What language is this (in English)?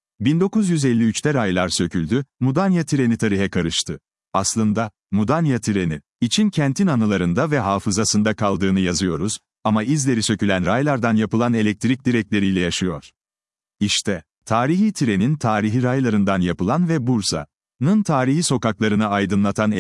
Turkish